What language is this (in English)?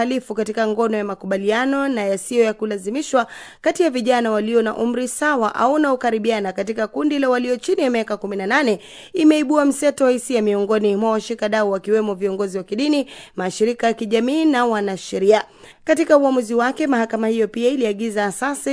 Swahili